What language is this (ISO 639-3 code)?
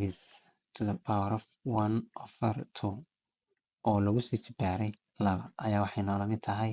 som